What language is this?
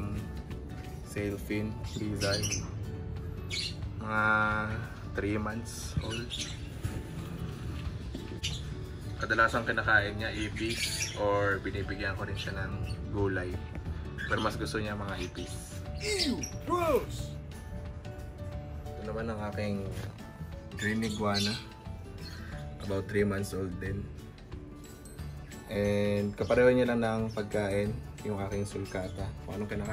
Filipino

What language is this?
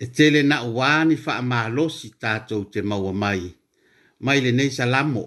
Samoan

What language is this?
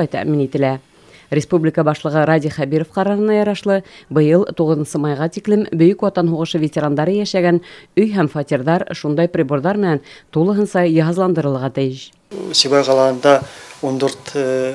Bashkir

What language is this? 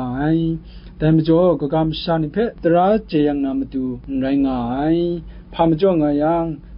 Kachin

